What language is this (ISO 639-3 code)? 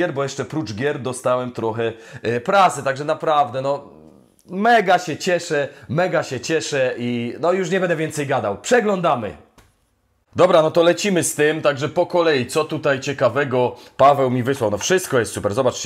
pol